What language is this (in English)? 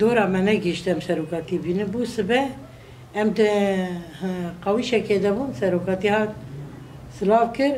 Kurdish